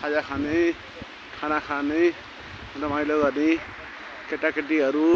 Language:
Nepali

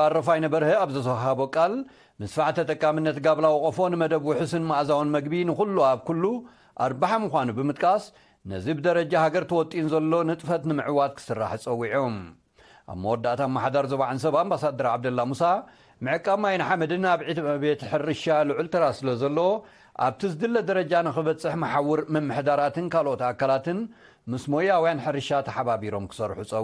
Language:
Tigrinya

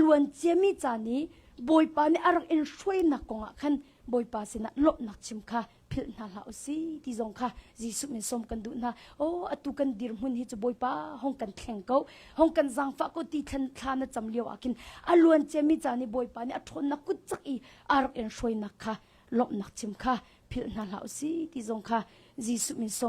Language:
Hakha Chin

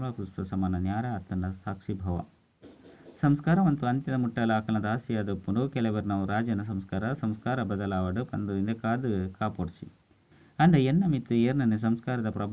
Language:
Tulu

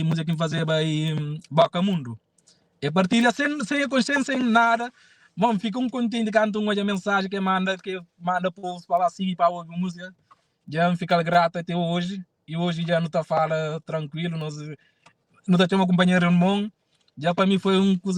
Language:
Kabuverdianu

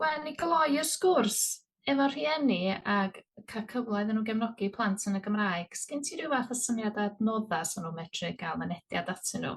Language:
Welsh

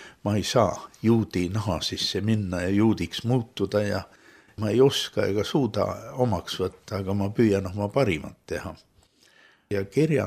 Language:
Estonian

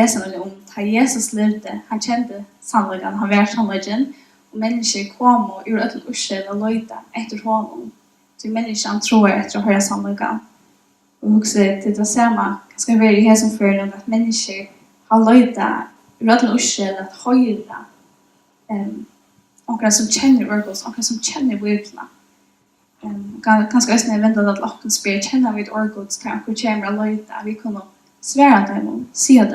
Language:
Faroese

